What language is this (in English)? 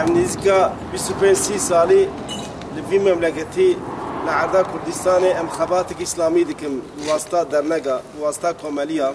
Kurdish